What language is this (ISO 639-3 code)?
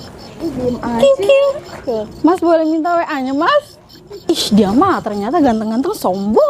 bew